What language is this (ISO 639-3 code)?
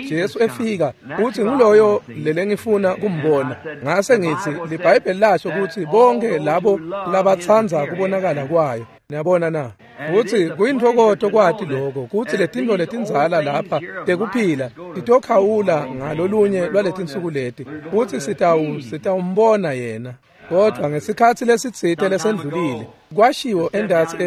ssw